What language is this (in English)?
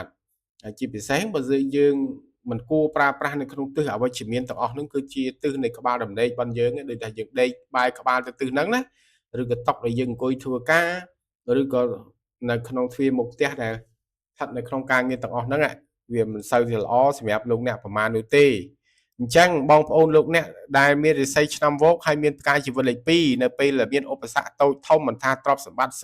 Khmer